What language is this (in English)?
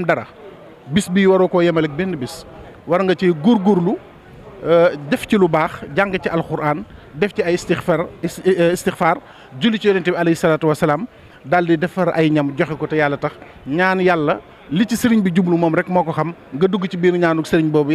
Wolof